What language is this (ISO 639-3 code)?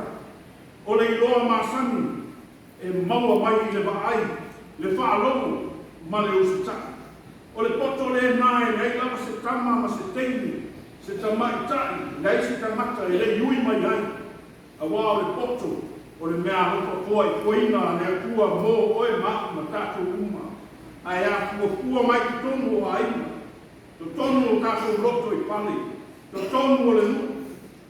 smo